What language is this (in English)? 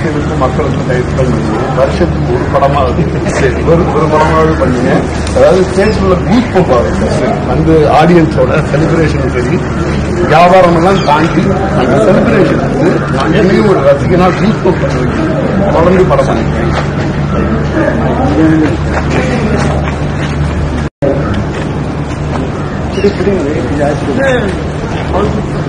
Tamil